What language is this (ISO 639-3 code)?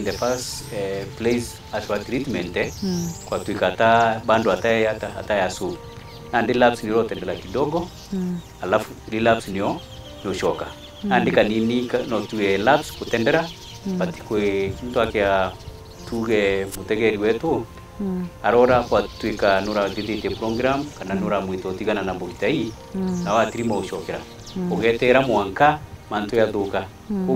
mer